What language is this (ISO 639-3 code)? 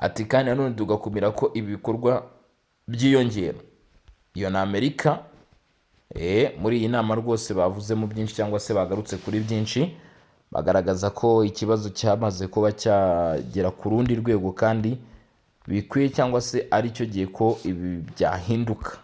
kin